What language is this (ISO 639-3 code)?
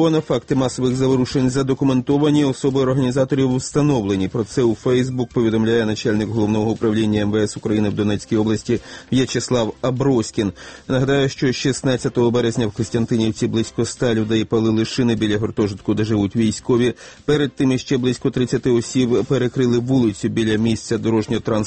ukr